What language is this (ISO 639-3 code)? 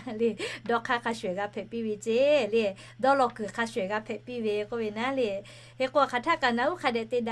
lhu